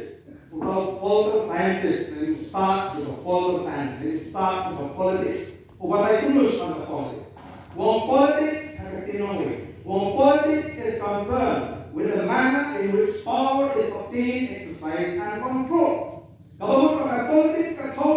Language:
Khasi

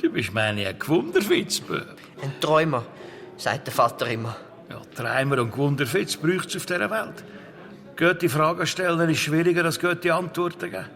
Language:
Swiss German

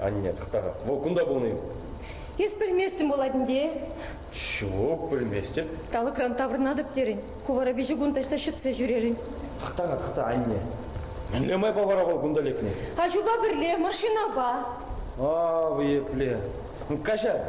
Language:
Chuvash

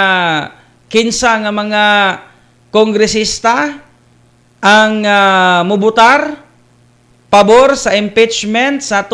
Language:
Cebuano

